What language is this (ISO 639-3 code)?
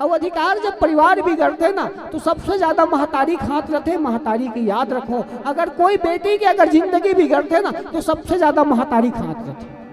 hne